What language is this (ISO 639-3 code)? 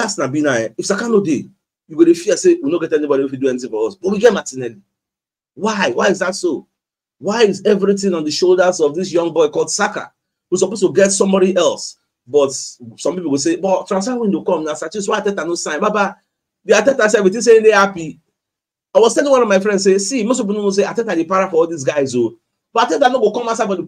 pcm